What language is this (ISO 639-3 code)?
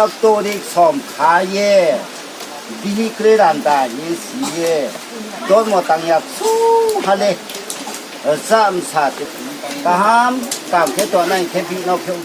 ria